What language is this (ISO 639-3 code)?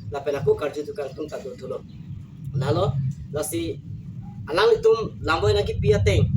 mjw